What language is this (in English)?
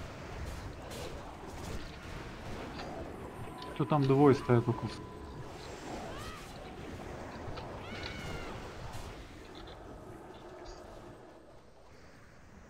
Russian